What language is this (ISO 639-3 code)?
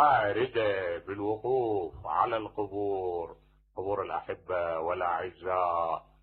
acm